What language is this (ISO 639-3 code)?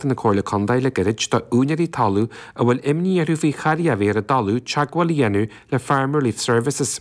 gle